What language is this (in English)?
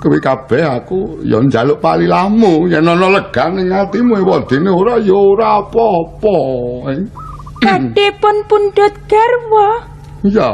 Javanese